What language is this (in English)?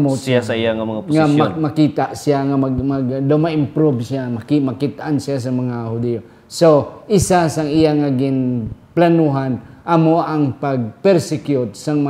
Hiligaynon